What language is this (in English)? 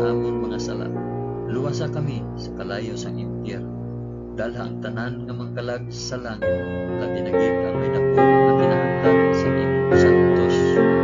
Hiligaynon